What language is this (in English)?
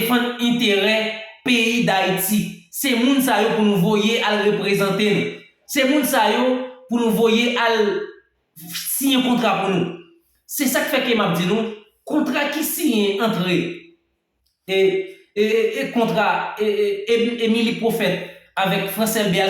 Haitian Creole